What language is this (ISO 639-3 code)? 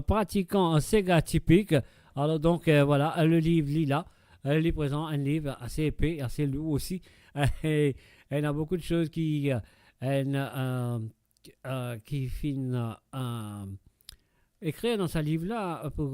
mfe